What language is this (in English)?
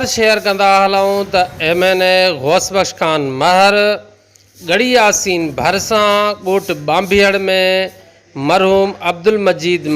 Sindhi